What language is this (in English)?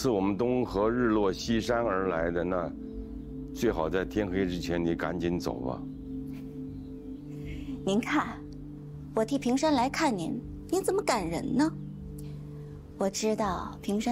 Chinese